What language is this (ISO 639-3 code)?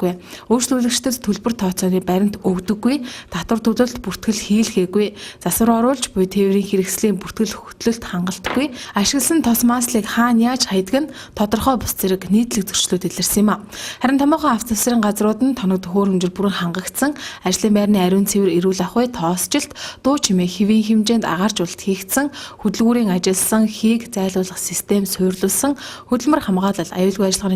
mon